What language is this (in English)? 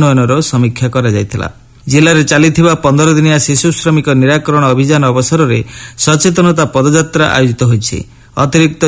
Odia